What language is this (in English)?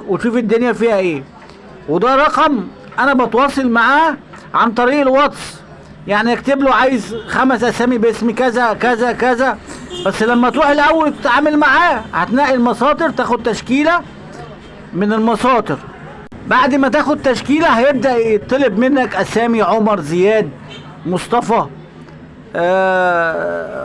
Egyptian Arabic